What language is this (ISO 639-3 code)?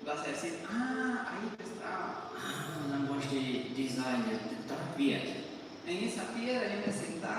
pdt